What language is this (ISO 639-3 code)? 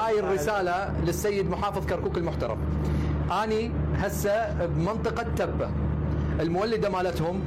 acm